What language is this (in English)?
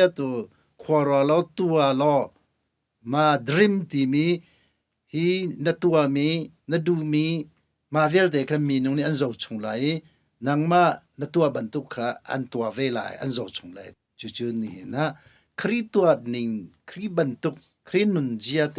Hakha Chin